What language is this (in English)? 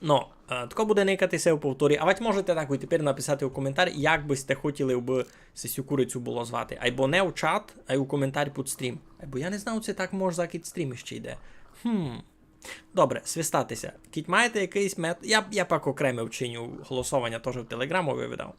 Rusyn